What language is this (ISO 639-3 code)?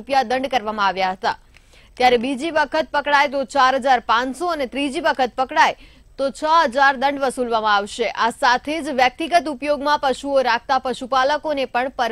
guj